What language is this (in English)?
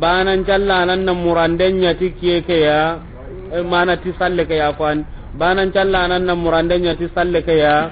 Soninke